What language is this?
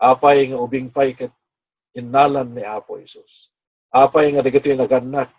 Iloko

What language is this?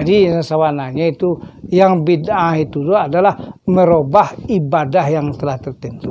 Minangkabau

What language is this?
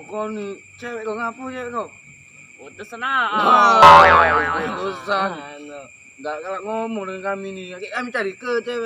Musi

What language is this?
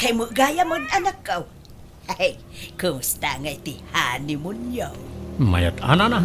Iloko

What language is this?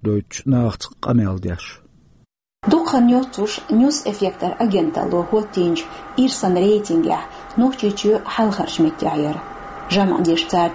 Chechen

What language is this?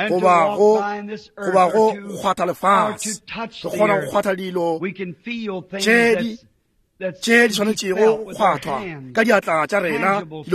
Northern Sotho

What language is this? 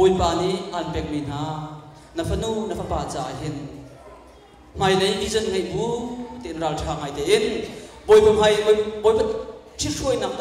Malagasy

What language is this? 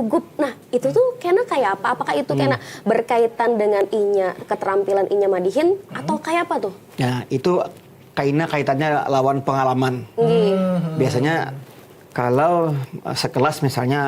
Banjar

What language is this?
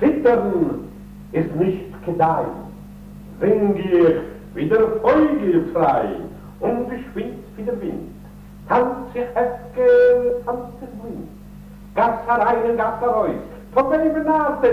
Yiddish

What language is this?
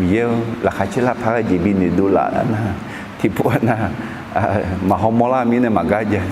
Akha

